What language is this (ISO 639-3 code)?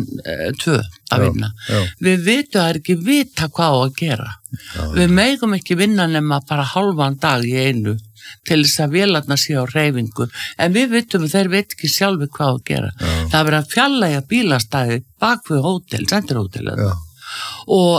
isl